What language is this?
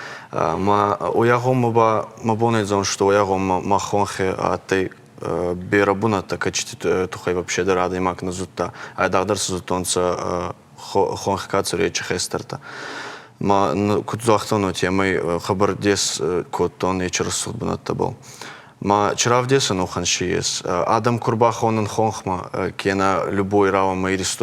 Ossetic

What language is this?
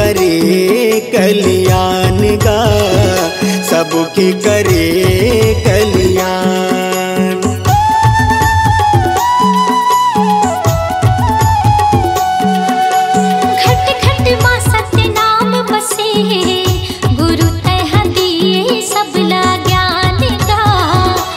Chhattisgarhi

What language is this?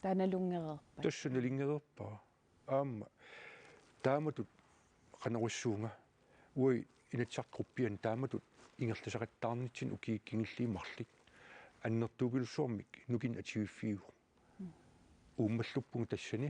Kalaallisut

